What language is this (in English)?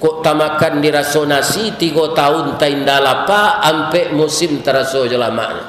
Minangkabau